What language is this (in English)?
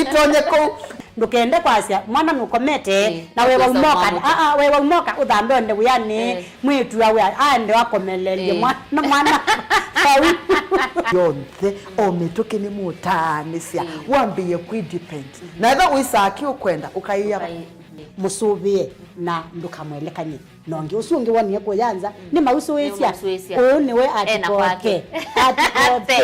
Kamba